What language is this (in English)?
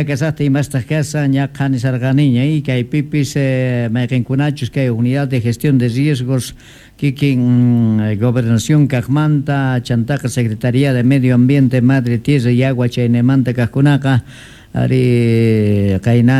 Quechua